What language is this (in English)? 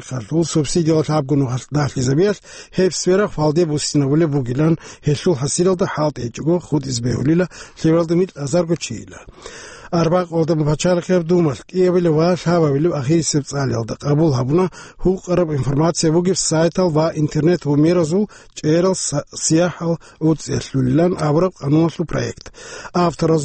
Avaric